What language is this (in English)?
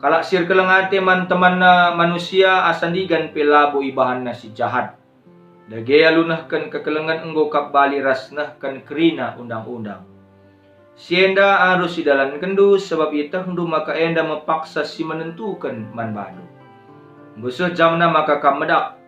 Batak Karo